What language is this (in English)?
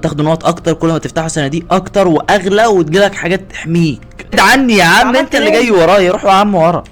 Egyptian Arabic